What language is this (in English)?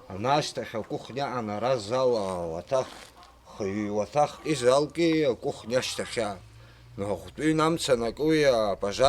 Abkhazian